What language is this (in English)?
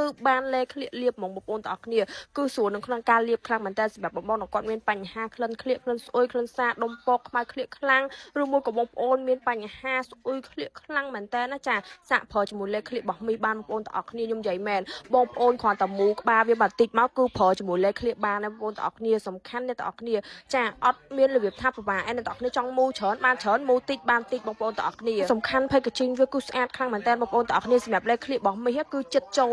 Khmer